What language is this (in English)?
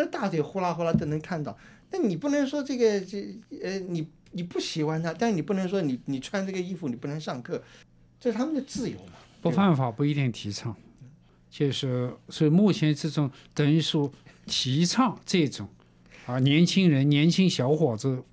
Chinese